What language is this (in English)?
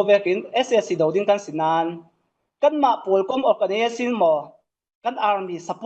Falam Chin